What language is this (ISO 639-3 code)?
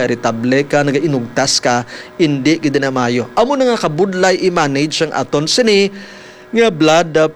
hil